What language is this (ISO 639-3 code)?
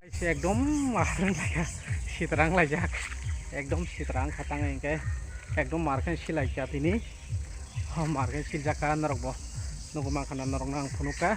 trp